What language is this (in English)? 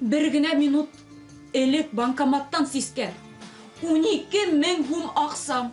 Bashkir